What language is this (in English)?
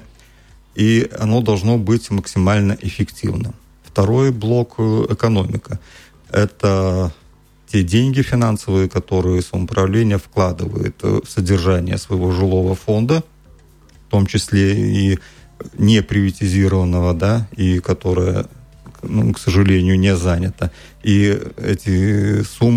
Russian